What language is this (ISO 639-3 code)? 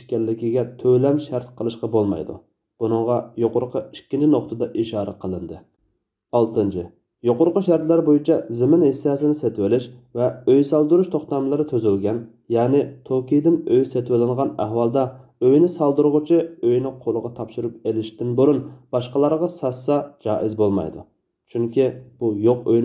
uig